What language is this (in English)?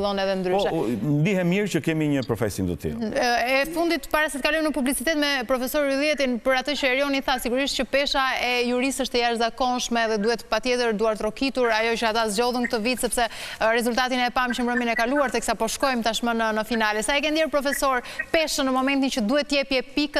Albanian